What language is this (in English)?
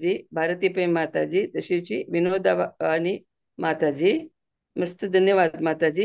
Konkani